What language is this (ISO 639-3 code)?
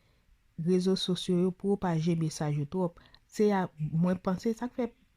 hat